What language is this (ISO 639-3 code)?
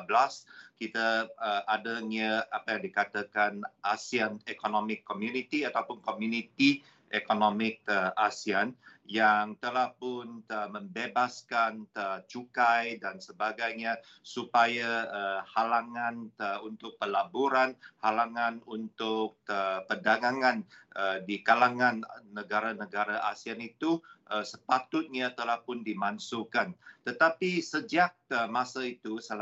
msa